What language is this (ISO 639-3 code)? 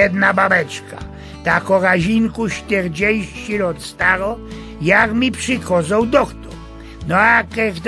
szl